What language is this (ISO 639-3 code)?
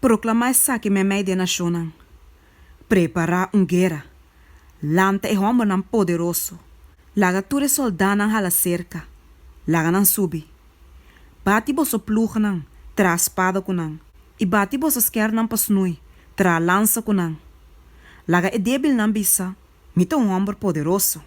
pap